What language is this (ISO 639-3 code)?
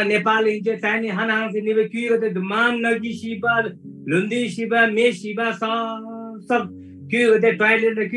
taj